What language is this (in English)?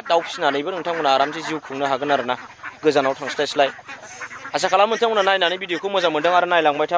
Bodo